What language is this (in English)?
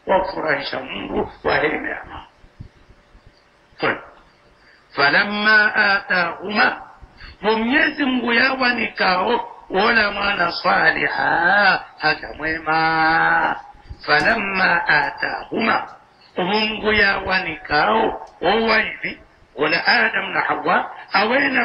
Swahili